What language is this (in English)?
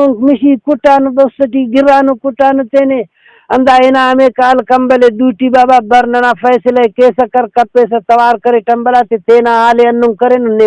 Brahui